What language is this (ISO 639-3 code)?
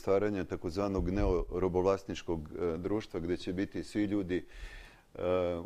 srp